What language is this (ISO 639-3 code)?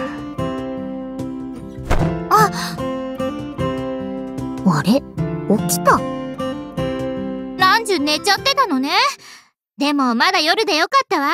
jpn